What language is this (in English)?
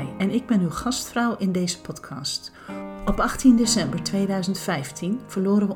Dutch